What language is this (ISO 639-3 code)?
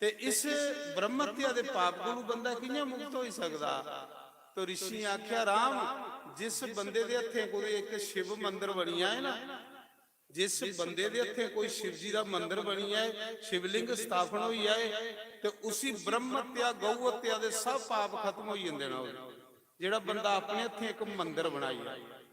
doi